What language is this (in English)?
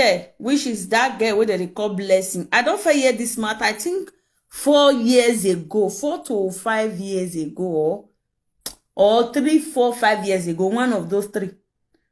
Nigerian Pidgin